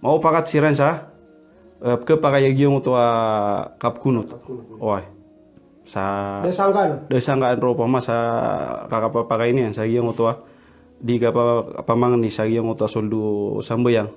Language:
Maranao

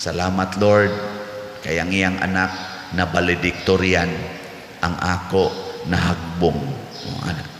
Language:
Cebuano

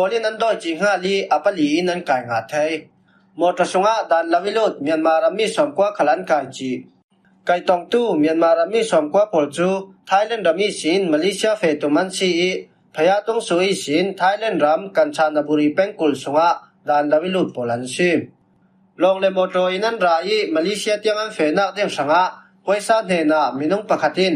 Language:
Falam Chin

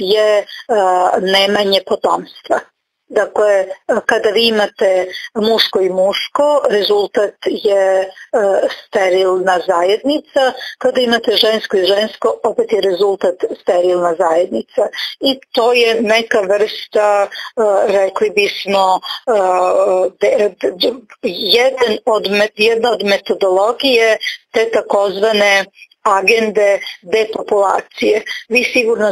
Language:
Serbian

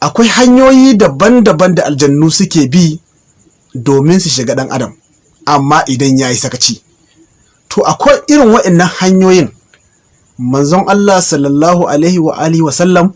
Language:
Hausa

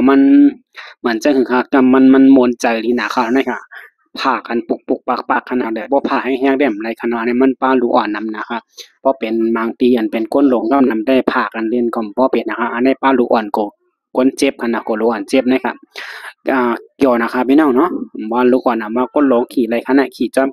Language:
Shan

